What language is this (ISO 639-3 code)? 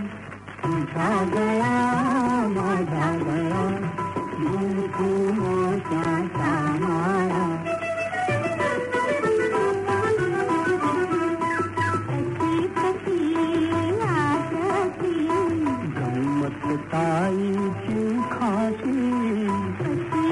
mar